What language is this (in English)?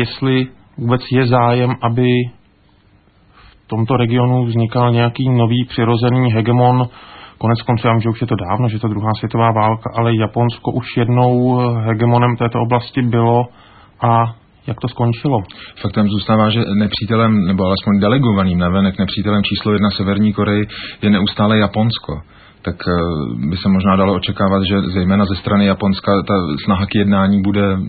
Czech